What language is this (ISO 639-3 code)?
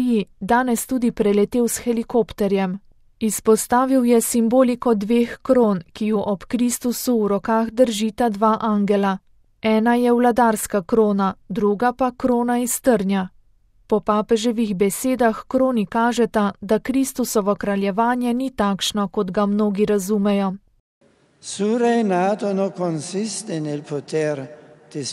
slv